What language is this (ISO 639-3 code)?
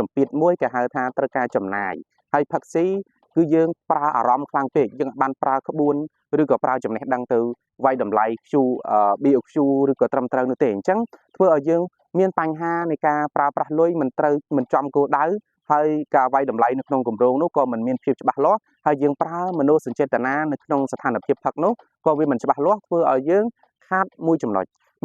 khm